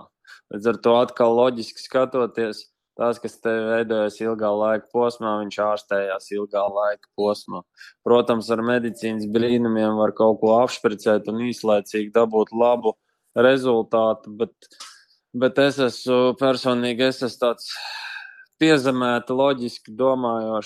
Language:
Latvian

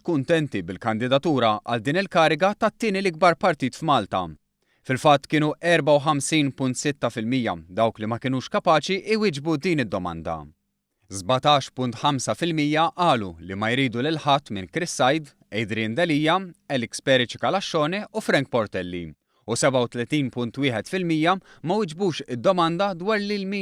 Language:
Maltese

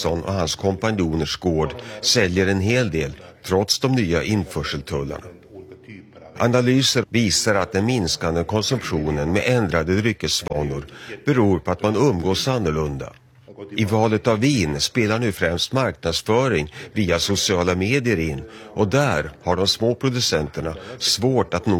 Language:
Swedish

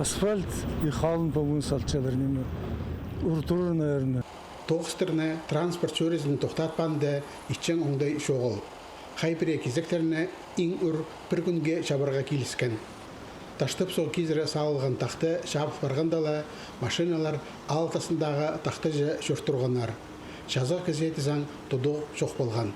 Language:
Khakas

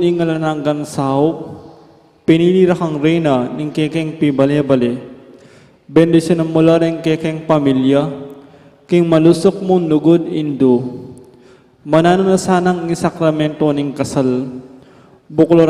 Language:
Pampanga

